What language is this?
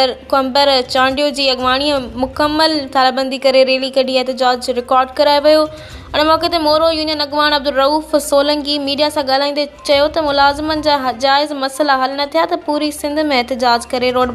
Sindhi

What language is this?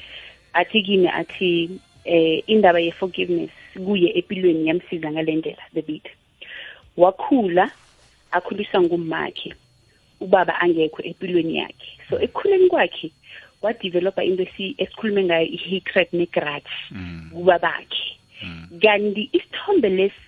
South Ndebele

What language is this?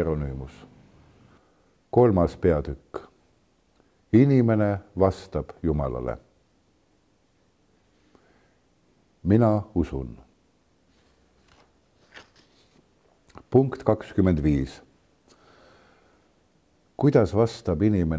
Estonian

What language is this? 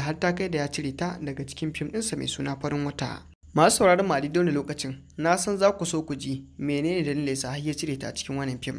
Hausa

